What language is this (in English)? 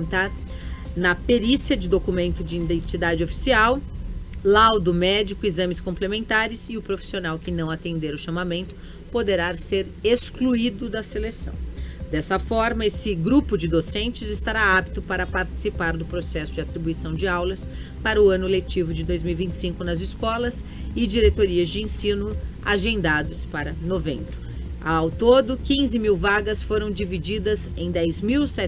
Portuguese